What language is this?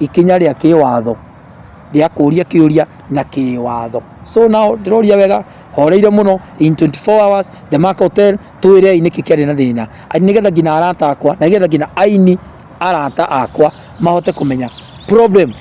Kikuyu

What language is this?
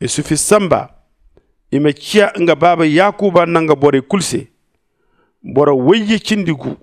Zarma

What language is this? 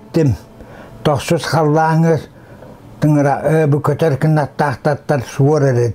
Yakut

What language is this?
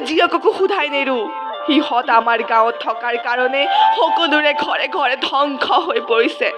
Assamese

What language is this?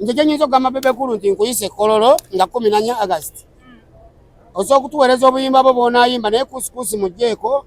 Ganda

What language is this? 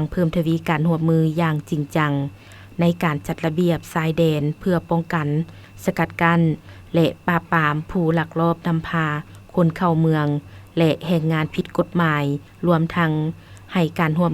Lao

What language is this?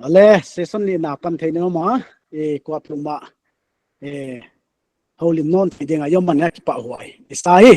Paite Chin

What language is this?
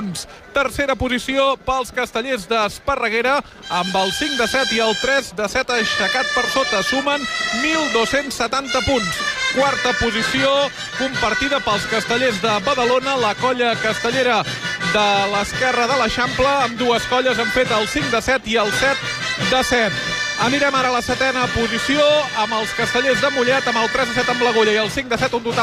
Catalan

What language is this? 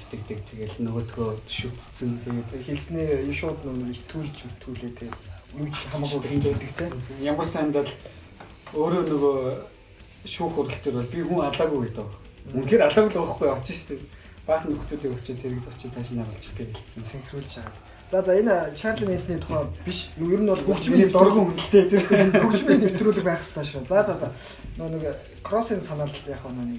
Mongolian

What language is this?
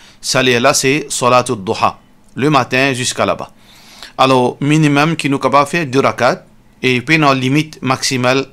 Morisyen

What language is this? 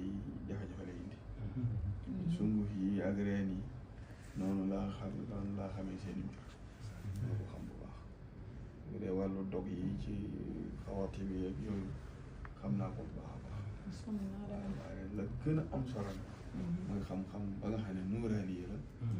Wolof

